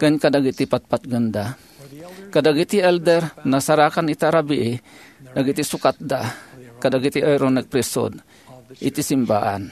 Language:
Iloko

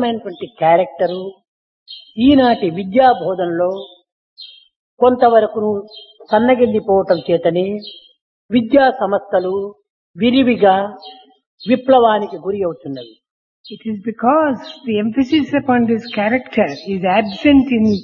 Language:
Telugu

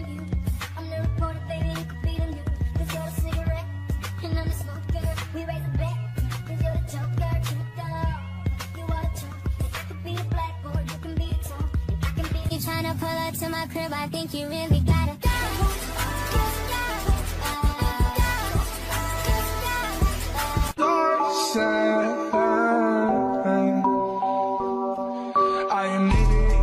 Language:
English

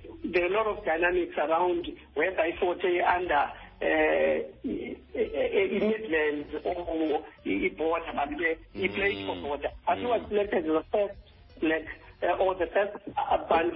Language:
Xhosa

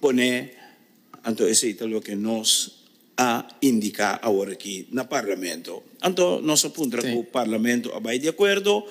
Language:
Papiamento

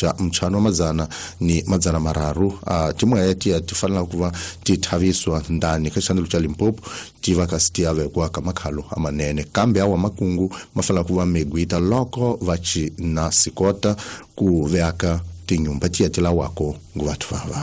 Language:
Tsonga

